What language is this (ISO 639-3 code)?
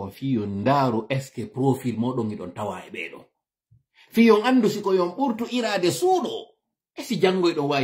ful